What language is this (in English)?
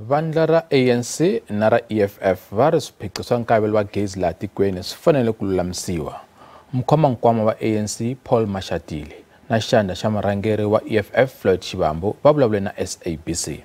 Tsonga